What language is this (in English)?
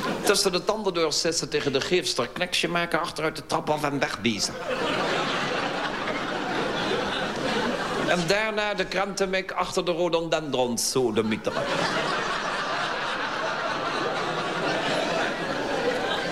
Dutch